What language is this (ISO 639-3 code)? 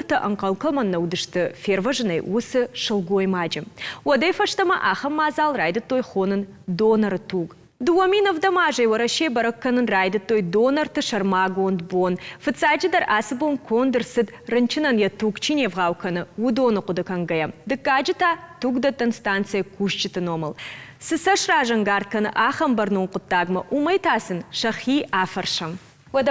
oss